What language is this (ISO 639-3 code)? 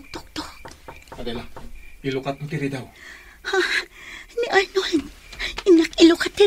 ilo